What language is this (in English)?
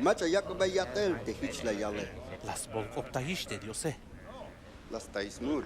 Tzeltal